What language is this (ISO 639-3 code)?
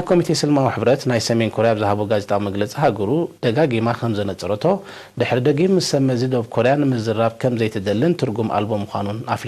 tir